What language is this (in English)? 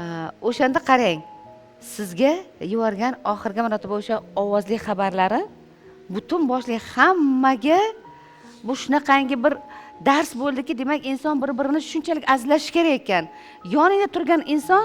Uzbek